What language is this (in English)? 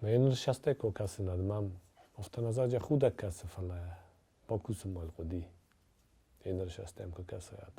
Ossetic